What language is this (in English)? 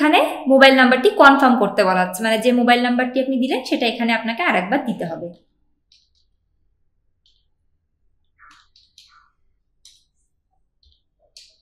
Bangla